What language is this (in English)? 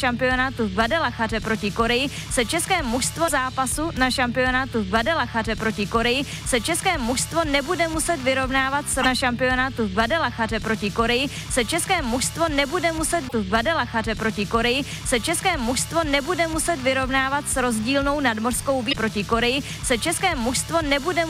Czech